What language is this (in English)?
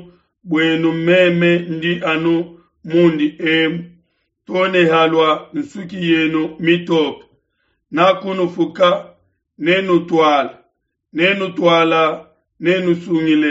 Luba-Lulua